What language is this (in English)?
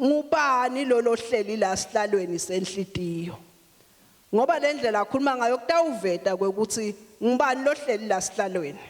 Swati